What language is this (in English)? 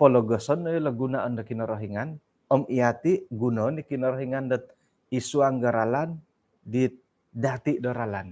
Central Dusun